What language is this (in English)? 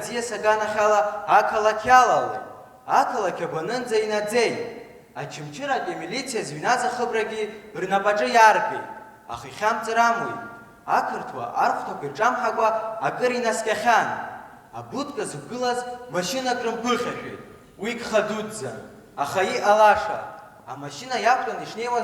Abkhazian